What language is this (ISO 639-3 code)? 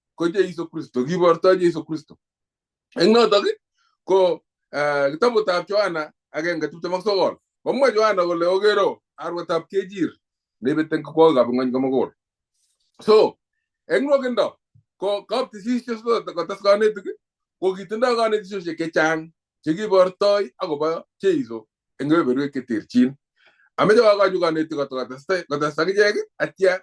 kln